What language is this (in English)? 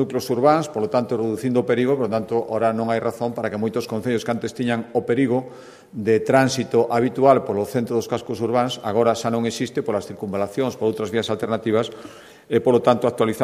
Galician